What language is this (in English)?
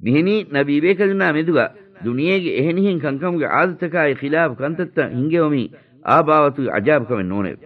Divehi